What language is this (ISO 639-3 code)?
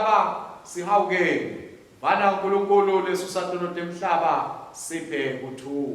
ssw